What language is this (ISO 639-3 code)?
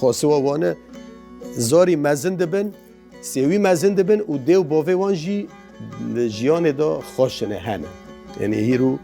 kur